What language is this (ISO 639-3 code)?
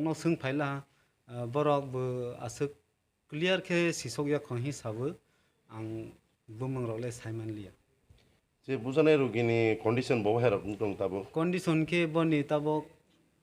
trp